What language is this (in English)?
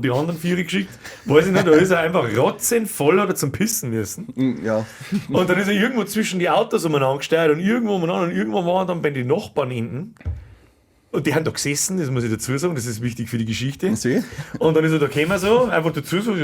Bavarian